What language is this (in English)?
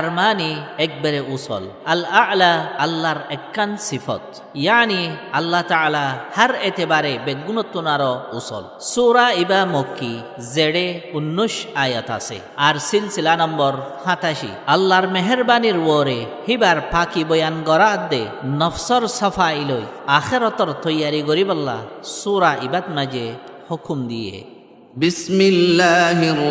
Rohingya